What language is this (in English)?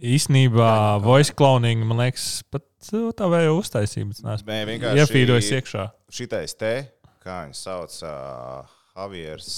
Latvian